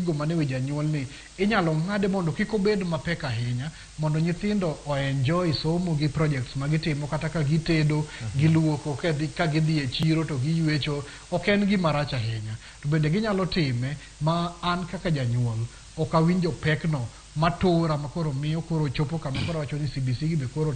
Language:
Luo (Kenya and Tanzania)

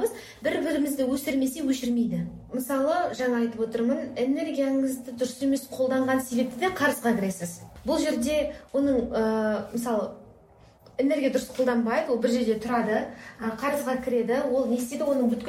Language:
Kazakh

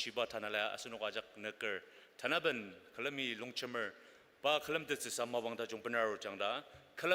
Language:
Ao Naga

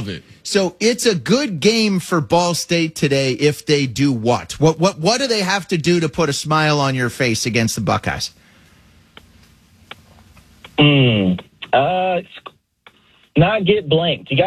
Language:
English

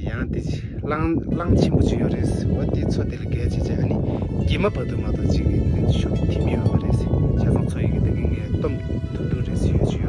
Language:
Tibetan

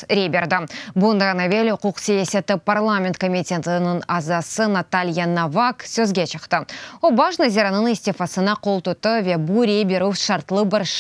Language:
Crimean Tatar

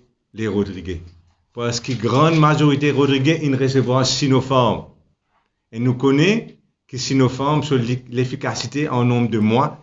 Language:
Morisyen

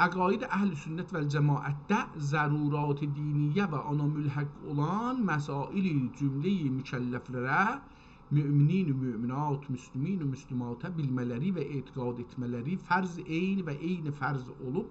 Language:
South Azerbaijani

